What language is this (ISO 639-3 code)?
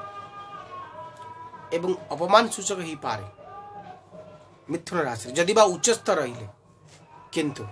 ori